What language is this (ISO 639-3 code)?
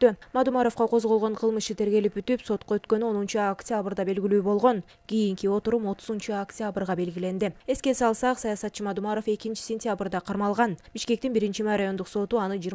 kir